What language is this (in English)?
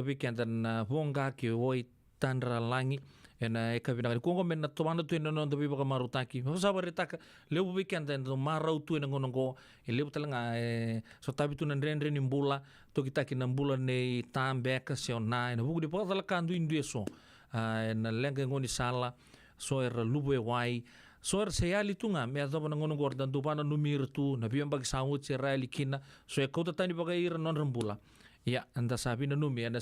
Fijian